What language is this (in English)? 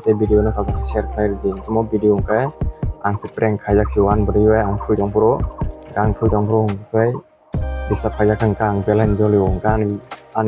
Kok Borok